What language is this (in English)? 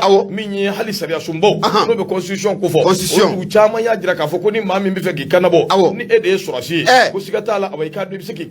Bambara